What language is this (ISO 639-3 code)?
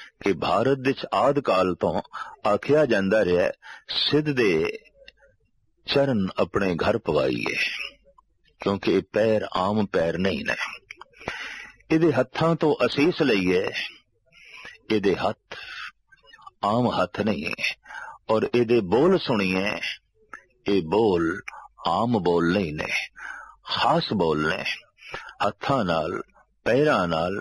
pan